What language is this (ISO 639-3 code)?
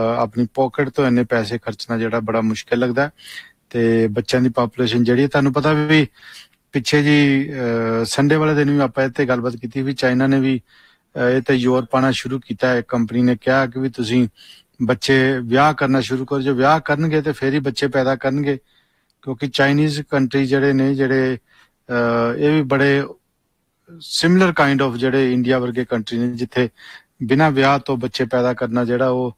pan